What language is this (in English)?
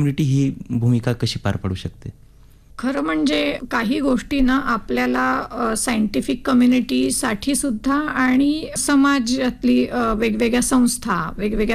Marathi